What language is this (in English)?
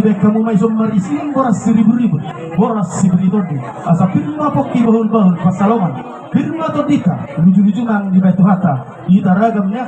Batak Toba